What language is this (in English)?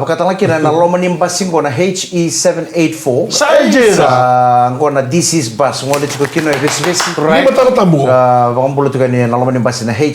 Fijian